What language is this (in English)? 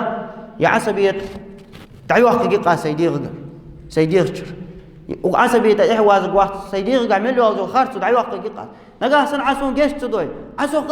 Ingush